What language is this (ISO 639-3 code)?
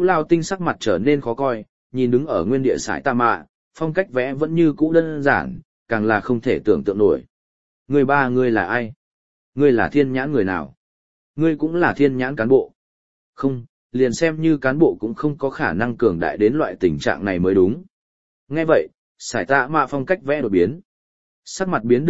vie